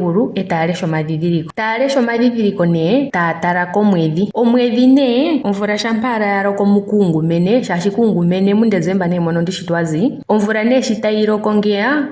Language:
Ndonga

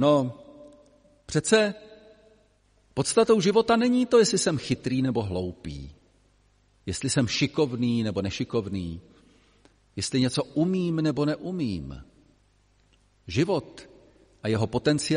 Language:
Czech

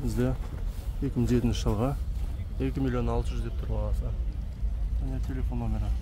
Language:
Kazakh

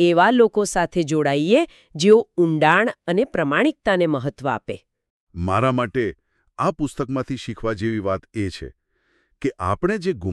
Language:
Gujarati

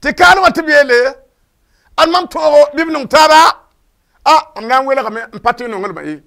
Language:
Mossi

